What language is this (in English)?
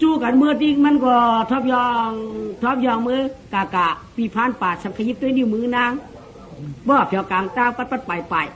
Shan